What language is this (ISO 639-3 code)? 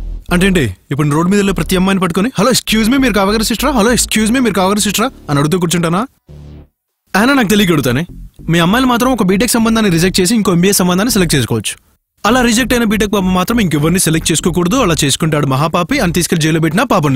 tel